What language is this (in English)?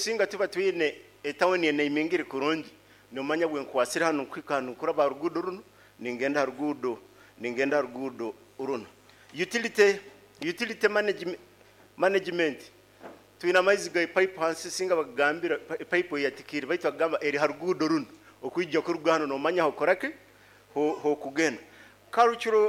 Nyoro